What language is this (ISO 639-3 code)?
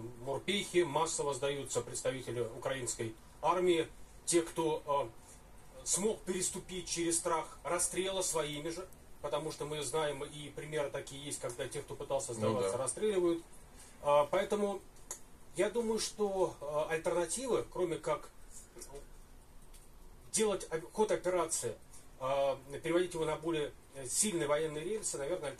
rus